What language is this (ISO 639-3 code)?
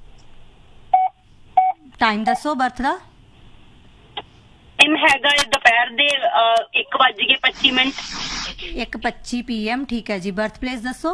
pan